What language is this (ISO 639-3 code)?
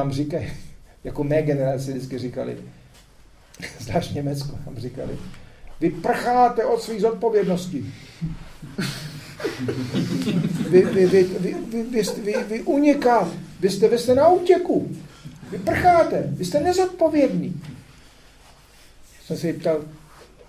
ces